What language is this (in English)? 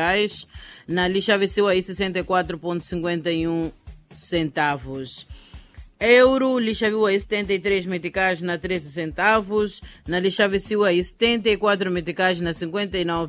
Tsonga